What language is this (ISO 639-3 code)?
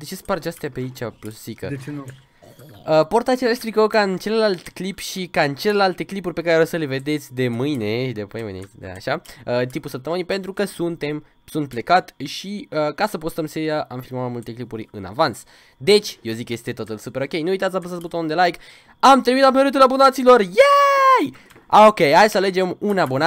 ron